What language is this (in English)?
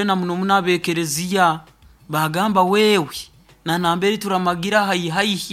Nyoro